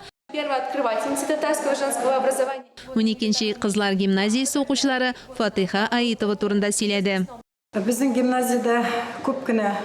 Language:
Tatar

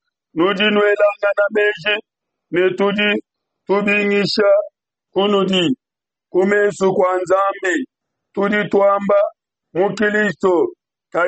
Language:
Luba-Lulua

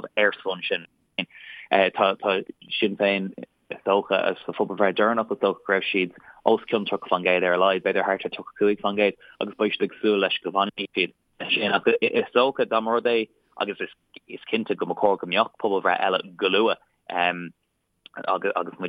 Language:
Irish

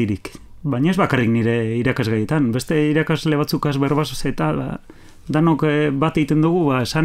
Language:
Basque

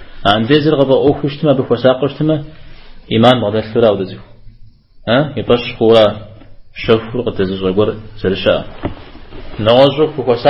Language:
Kabardian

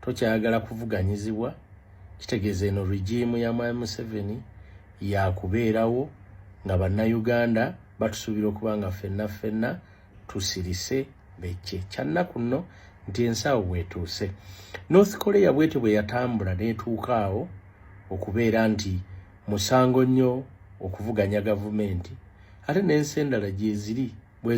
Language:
Ganda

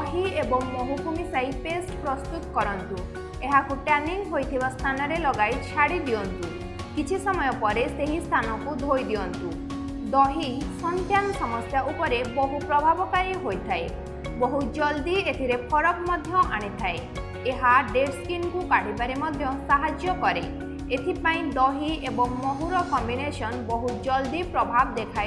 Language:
Odia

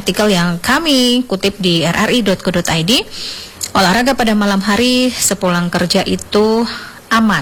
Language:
Indonesian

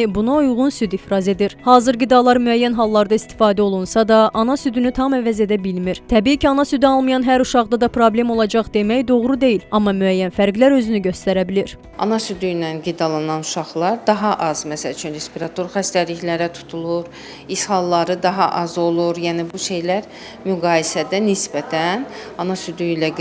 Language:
Azerbaijani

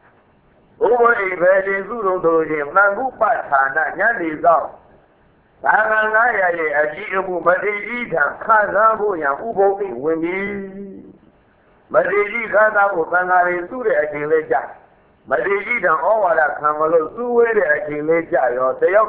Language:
Burmese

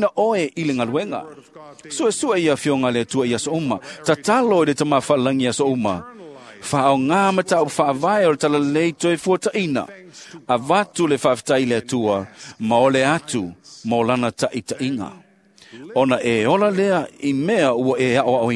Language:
Samoan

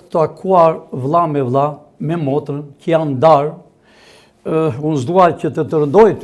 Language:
Albanian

